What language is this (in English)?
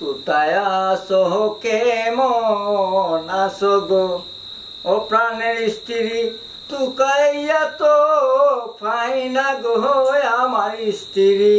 Sylheti